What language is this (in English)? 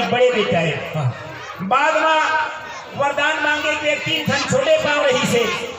Chhattisgarhi